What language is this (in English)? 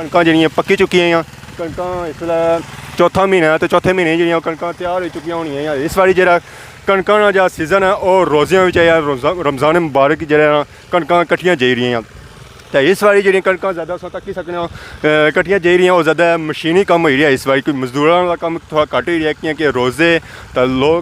Pahari-Potwari